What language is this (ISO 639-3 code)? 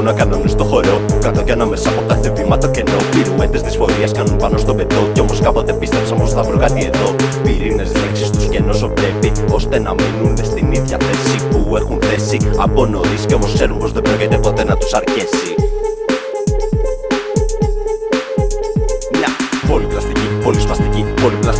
ell